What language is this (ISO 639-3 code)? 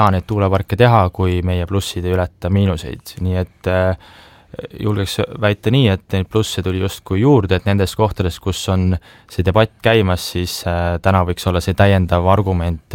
est